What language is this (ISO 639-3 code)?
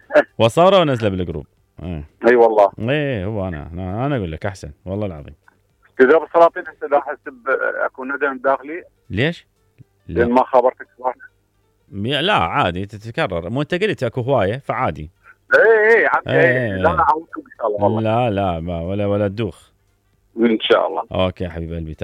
acm